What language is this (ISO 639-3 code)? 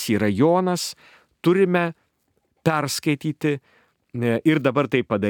lit